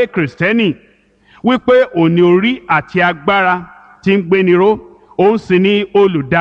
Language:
Yoruba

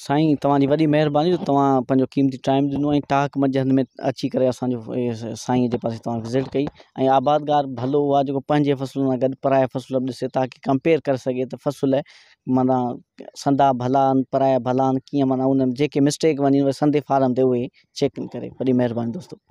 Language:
Sindhi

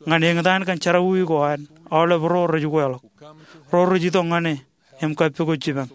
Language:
Marshallese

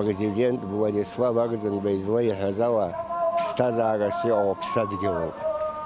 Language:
Abkhazian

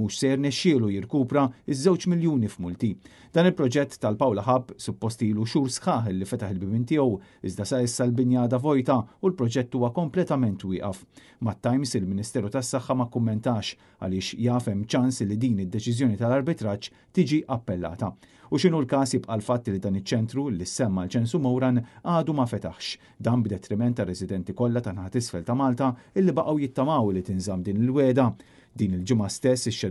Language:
Maltese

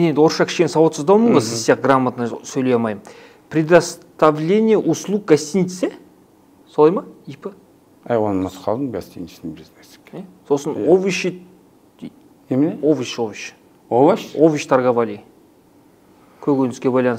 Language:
Kazakh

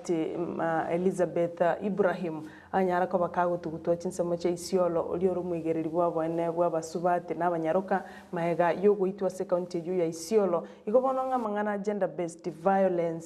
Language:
Gusii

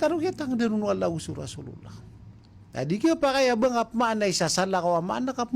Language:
Maranao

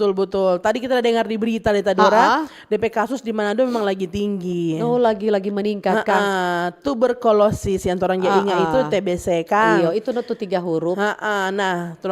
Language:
Manado Malay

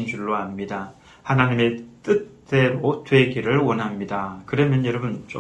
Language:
Korean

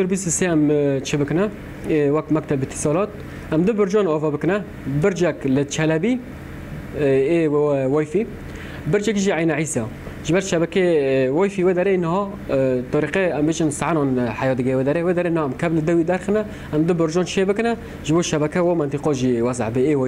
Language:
Kurdish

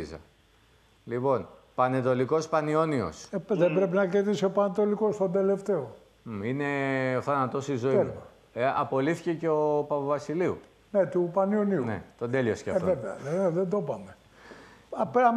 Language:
Greek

